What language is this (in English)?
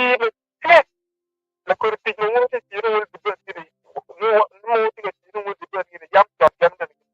Acoli